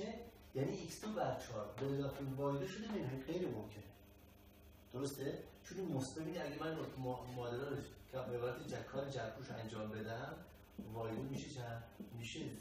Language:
Persian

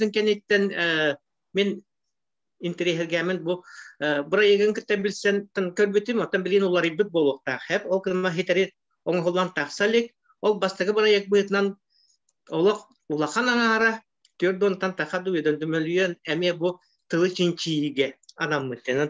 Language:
Yakut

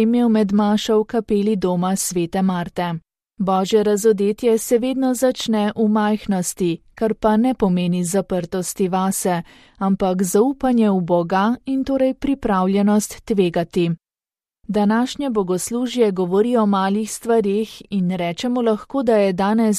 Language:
Slovenian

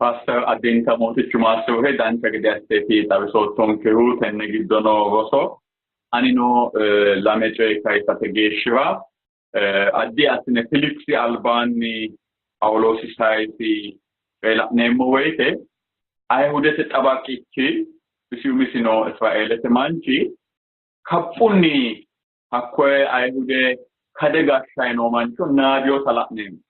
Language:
Sidamo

